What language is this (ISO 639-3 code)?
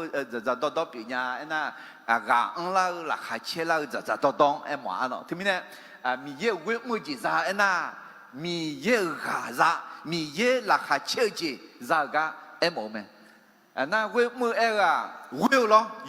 ahk